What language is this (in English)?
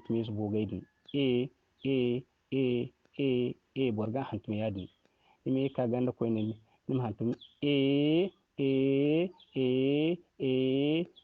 Zarma